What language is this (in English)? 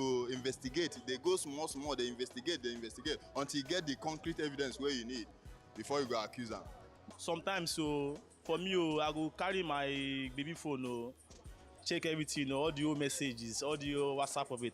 Nigerian Pidgin